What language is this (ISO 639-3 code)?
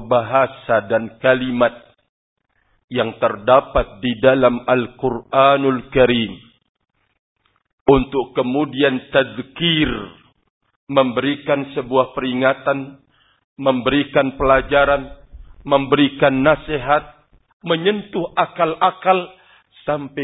ind